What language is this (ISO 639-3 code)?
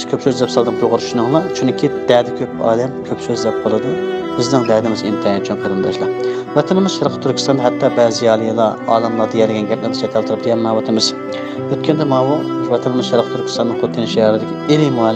uig